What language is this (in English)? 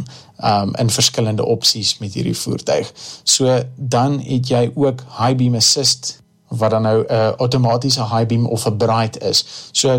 Afrikaans